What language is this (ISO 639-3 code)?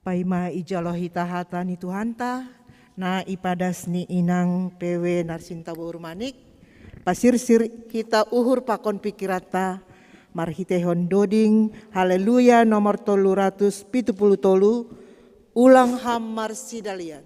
bts